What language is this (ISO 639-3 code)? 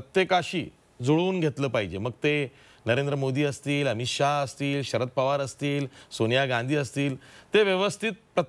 mar